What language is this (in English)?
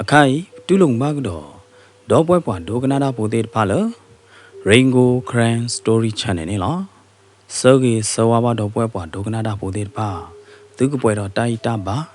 S'gaw Karen